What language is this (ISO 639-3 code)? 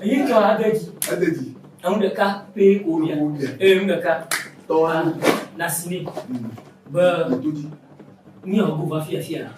ewe